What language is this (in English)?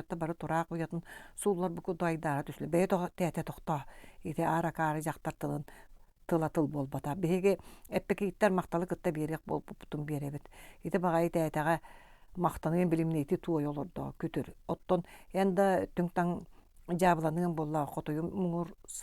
Yakut